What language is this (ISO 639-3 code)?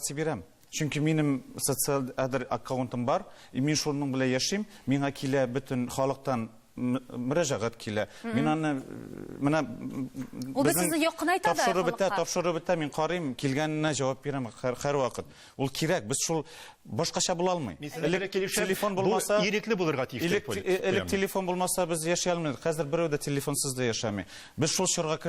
tat